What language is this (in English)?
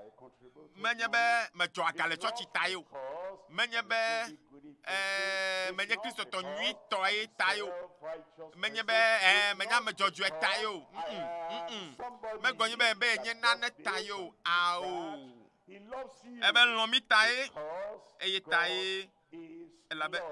Ewe